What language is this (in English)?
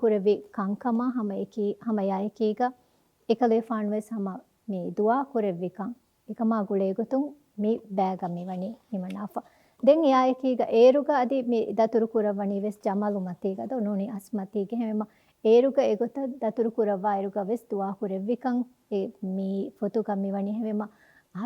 Divehi